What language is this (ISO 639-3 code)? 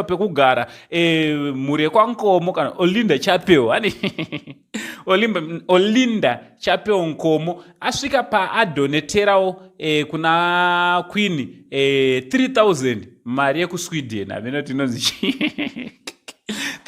sna